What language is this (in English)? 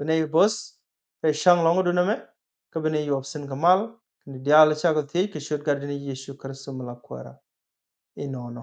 Nuer